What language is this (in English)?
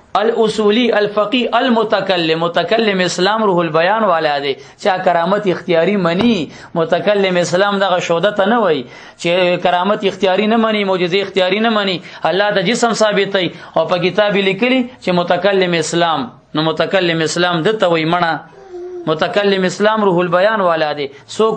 Pashto